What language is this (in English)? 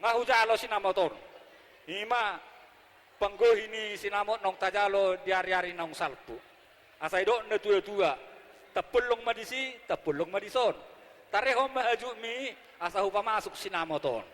Batak Toba